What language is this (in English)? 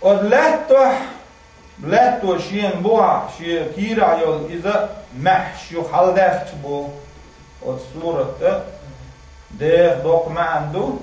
Chechen